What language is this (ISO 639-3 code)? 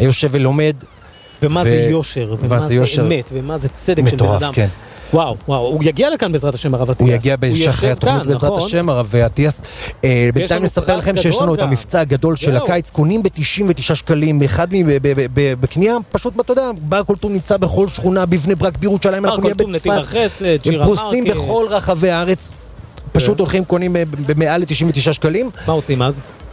heb